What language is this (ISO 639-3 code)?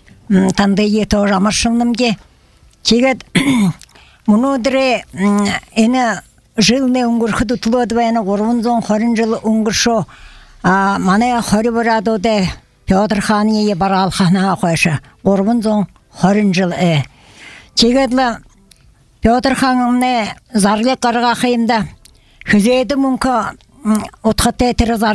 bua